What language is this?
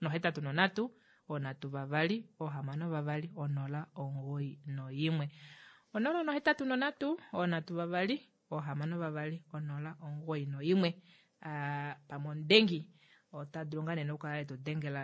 Kuanyama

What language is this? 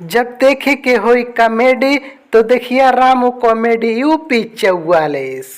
Awadhi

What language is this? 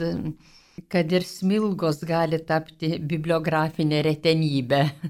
Lithuanian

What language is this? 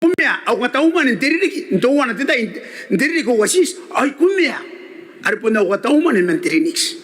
Gilbertese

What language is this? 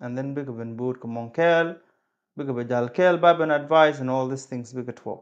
Nuer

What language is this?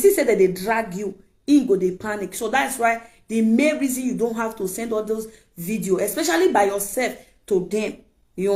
Nigerian Pidgin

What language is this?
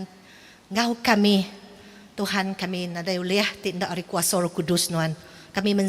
Iban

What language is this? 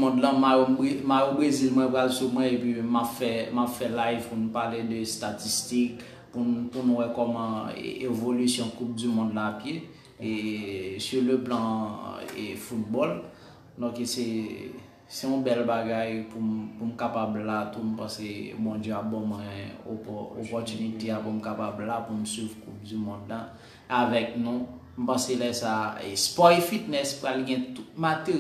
Haitian Creole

